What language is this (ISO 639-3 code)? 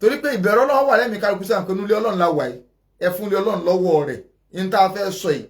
yor